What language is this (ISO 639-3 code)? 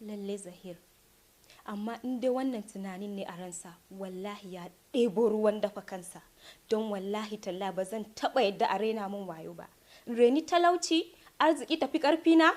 hau